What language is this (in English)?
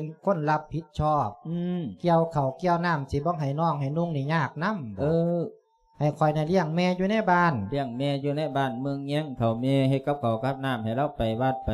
Lao